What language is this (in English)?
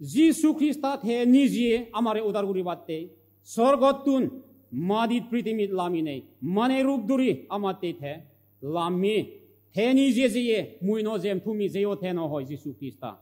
Chakma